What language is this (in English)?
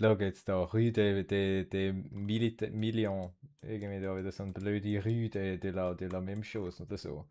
Swiss German